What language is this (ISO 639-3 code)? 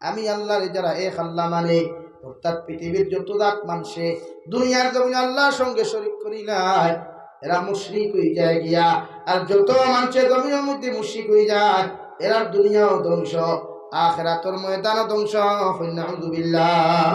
syl